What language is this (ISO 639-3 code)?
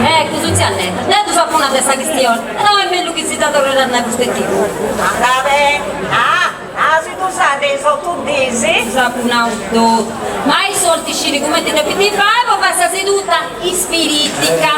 srd